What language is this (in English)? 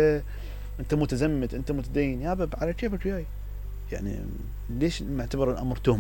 Mesopotamian Arabic